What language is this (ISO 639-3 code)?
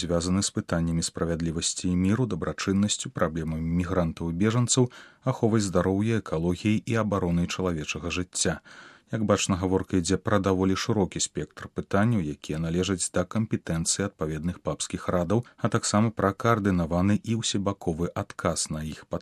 bel